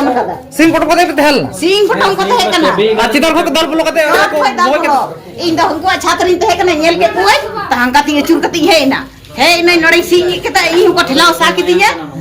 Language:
Santali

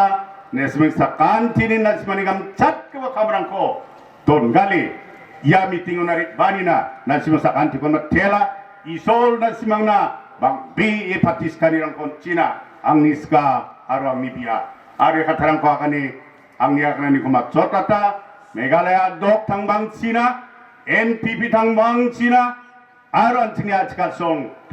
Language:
Garo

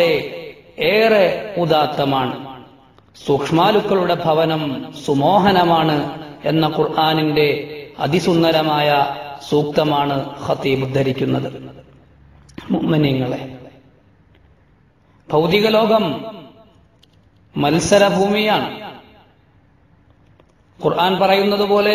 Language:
Malayalam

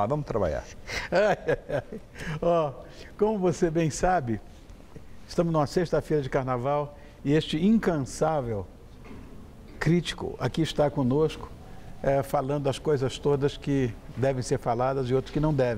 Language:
Portuguese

